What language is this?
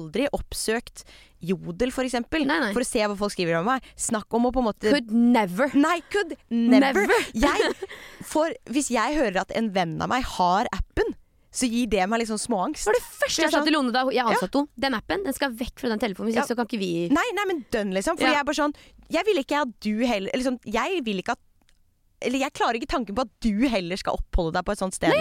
Norwegian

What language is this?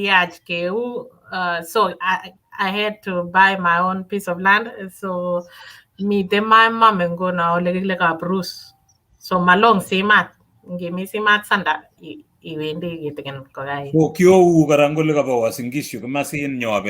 Kalenjin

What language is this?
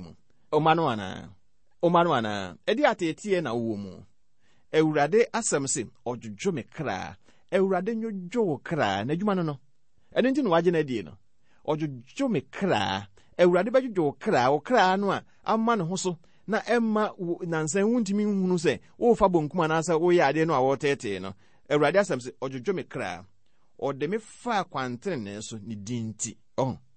Akan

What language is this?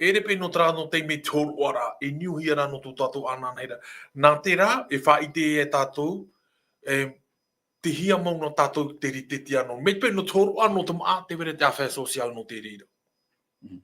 Tahitian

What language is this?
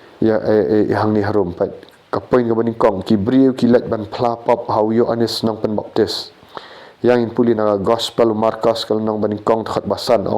Khasi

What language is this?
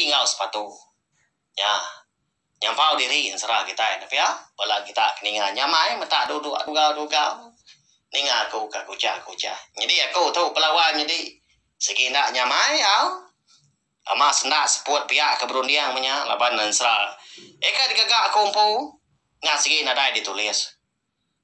Iban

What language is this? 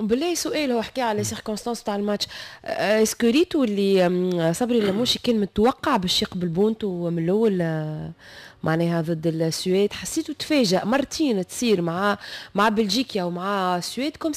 Tunisian Arabic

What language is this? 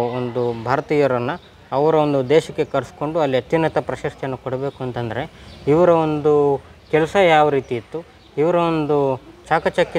Kannada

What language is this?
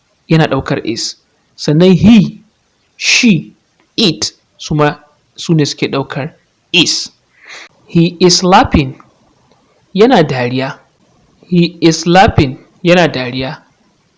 Hausa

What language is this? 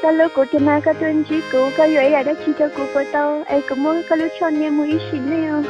Hmong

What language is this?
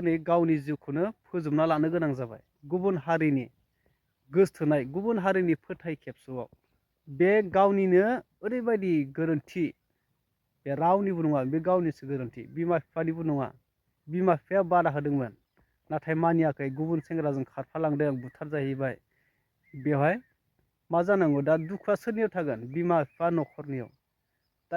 Bodo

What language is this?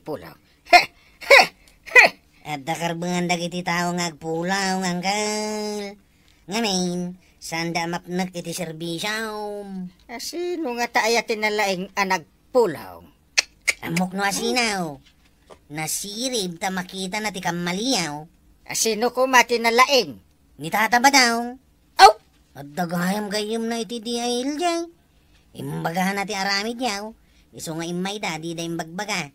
Iloko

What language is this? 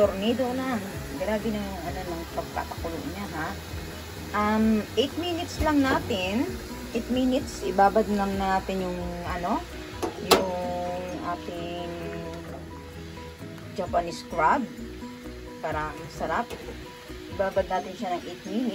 Filipino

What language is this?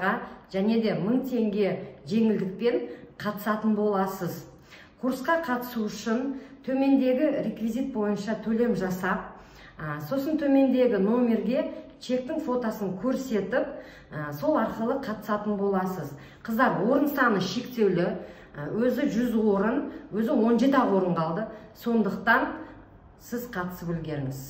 Kazakh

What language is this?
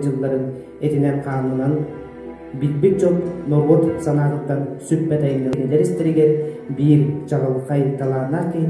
Yakut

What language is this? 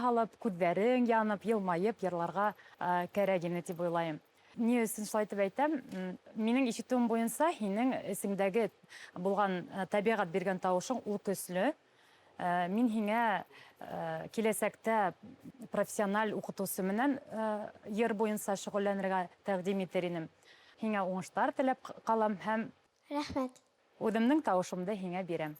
Bashkir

